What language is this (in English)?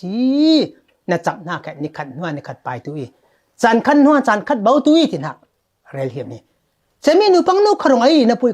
Falam Chin